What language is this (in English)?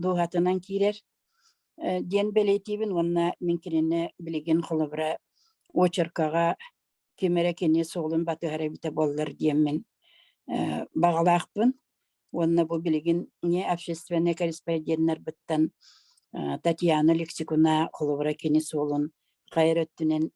Yakut